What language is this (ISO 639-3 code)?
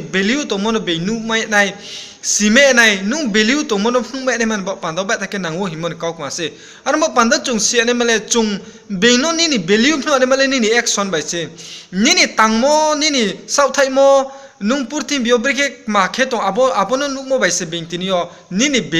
ria